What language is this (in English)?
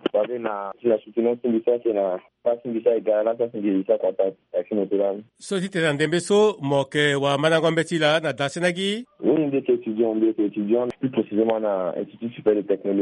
Sango